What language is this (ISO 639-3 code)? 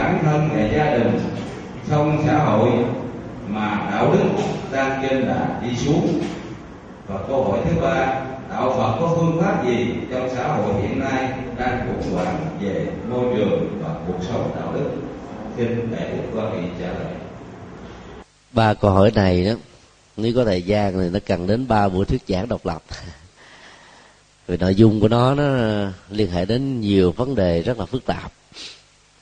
vie